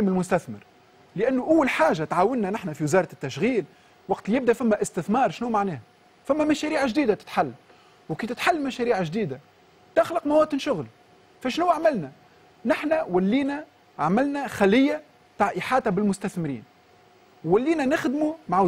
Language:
Tunisian Arabic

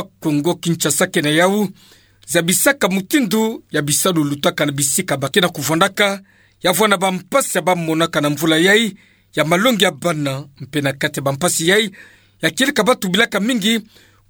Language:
Kituba (Democratic Republic of Congo)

